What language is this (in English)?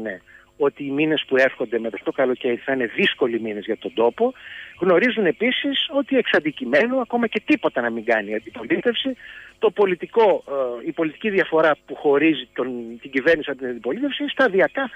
Greek